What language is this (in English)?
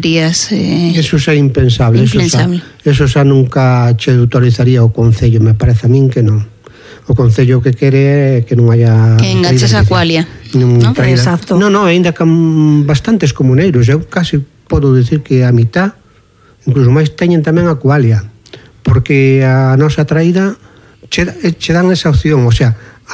Galician